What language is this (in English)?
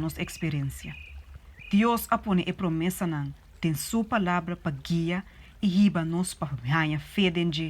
Papiamento